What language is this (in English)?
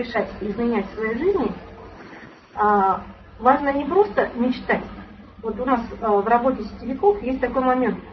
Russian